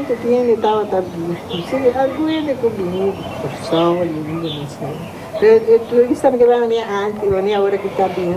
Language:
Papiamento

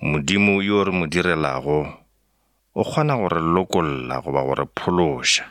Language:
Northern Sotho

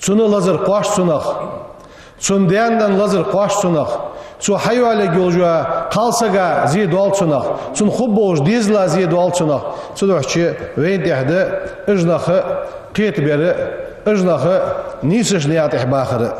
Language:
Ingush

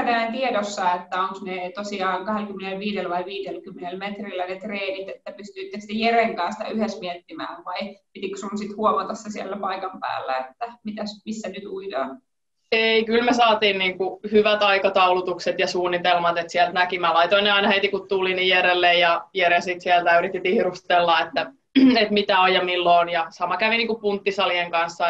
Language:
Finnish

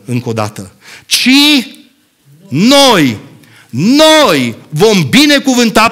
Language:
Romanian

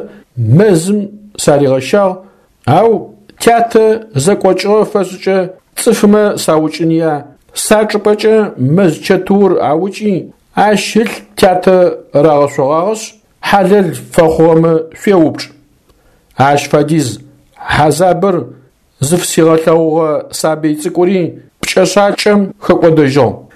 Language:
Adyghe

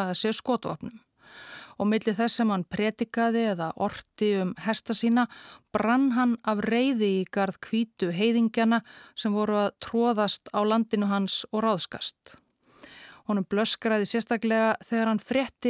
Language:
Icelandic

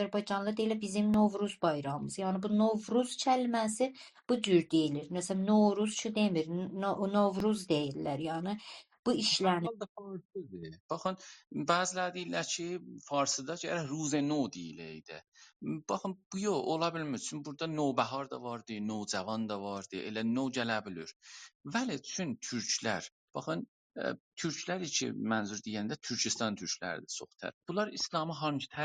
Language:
South Azerbaijani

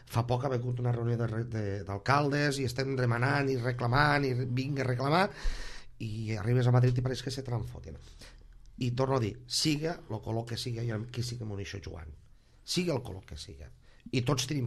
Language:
Catalan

